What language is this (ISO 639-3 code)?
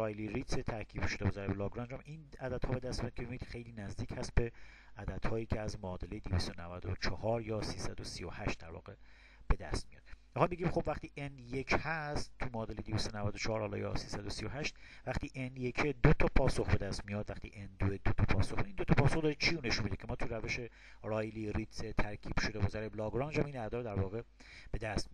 fas